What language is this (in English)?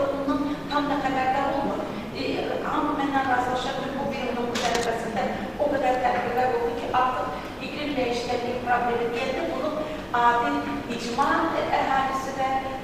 Azerbaijani